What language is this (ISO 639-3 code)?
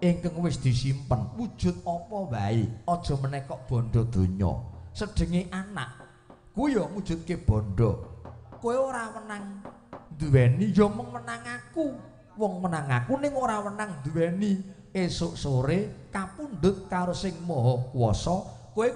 jav